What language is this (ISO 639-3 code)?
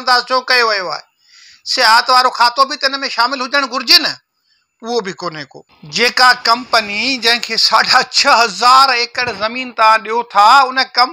snd